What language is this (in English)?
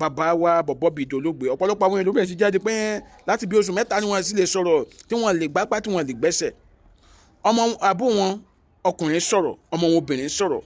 Yoruba